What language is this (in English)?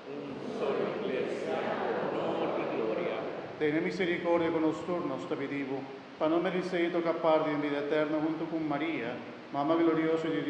Papiamento